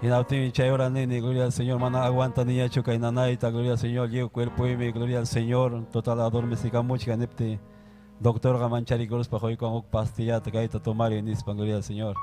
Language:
Ayacucho Quechua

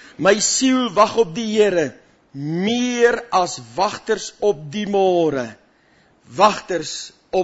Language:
Afrikaans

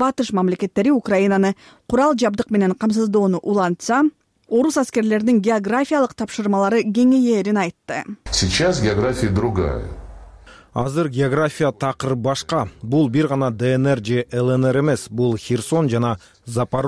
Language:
Kyrgyz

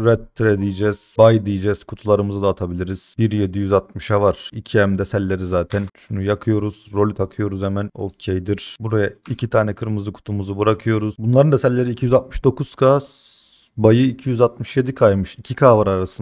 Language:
Turkish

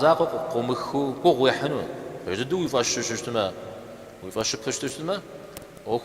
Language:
Kabardian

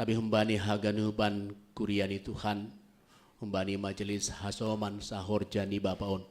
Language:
Batak Simalungun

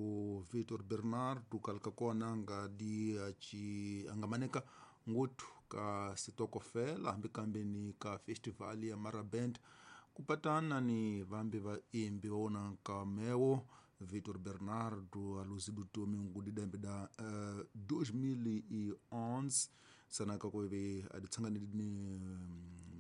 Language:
Tsonga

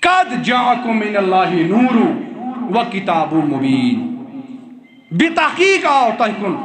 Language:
Kashmiri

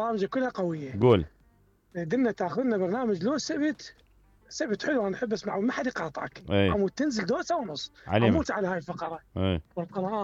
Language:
Mesopotamian Arabic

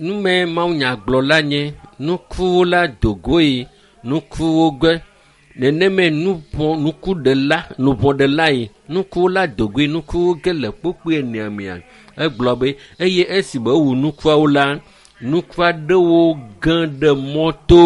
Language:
Ewe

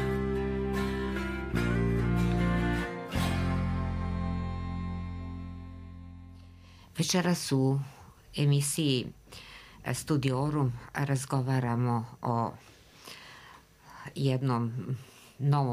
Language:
Croatian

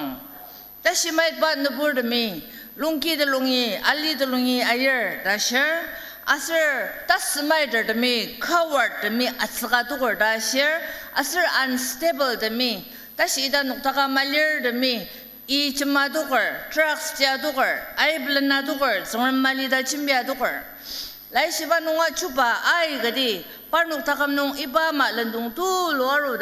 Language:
Ao Naga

